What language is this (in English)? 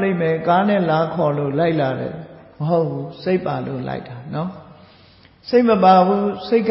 Burmese